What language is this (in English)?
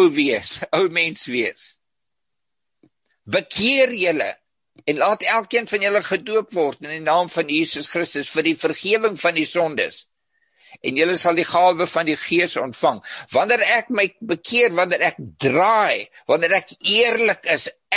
Afrikaans